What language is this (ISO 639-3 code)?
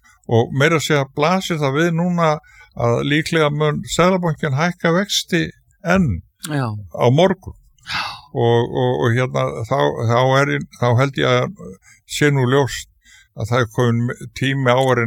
isl